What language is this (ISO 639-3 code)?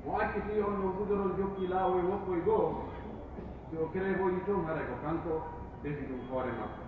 fuf